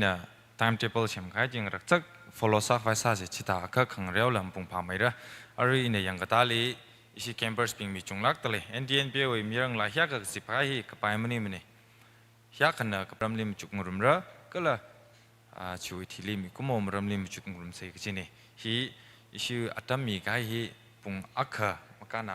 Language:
Tangkhul Naga (India)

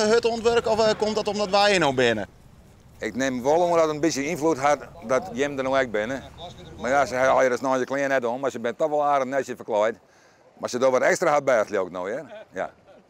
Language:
Western Frisian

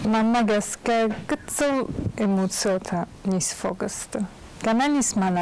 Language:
Ossetic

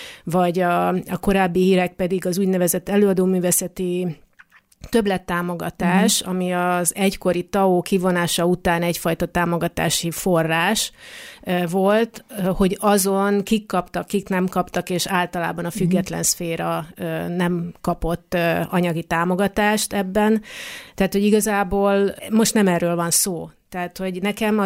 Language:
Hungarian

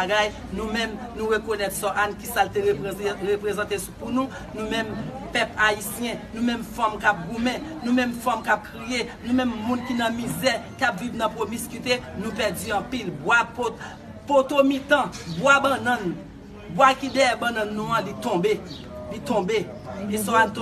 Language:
Haitian Creole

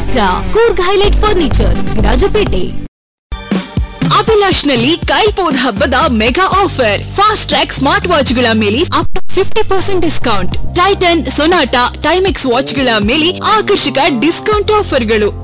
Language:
Kannada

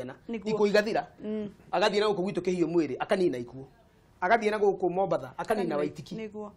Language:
Kikuyu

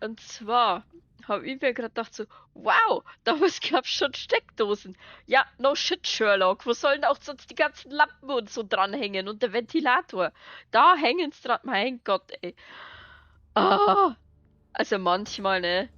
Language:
Bavarian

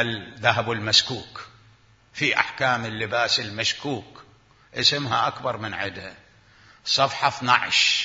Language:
Mesopotamian Arabic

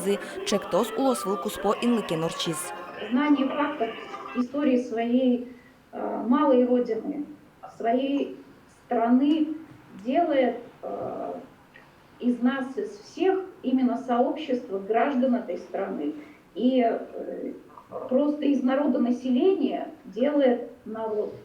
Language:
Udmurt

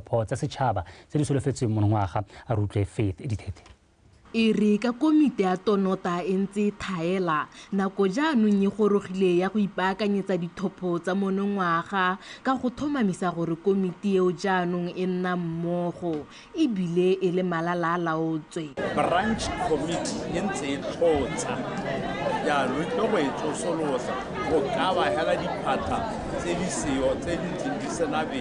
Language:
Tswana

